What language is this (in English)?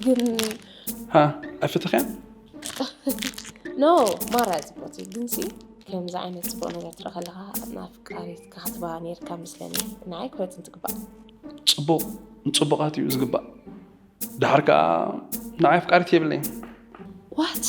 Tigrinya